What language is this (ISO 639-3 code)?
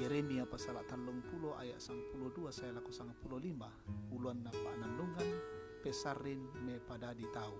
sda